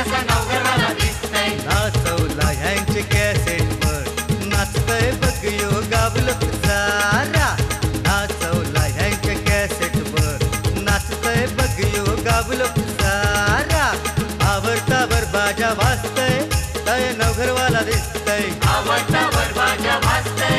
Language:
Marathi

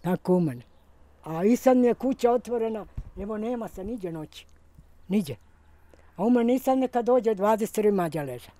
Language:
Bosnian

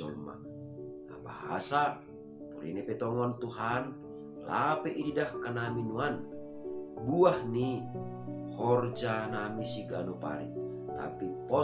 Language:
Batak Simalungun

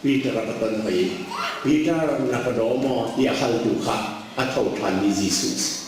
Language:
Hakha Chin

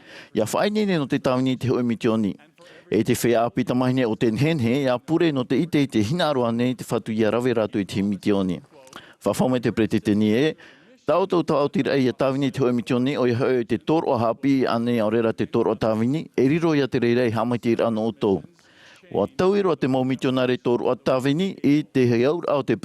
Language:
Tahitian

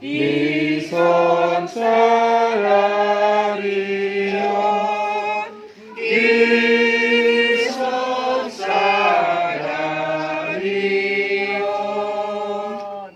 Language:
Batak Toba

